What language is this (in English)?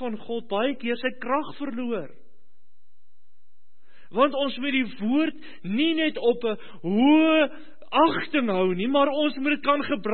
Afrikaans